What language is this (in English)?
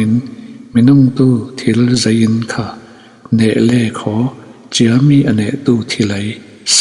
Falam Chin